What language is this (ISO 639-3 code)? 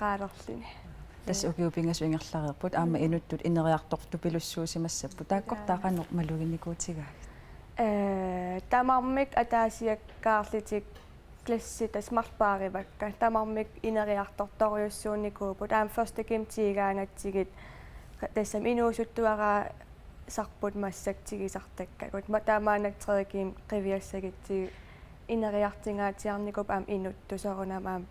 kal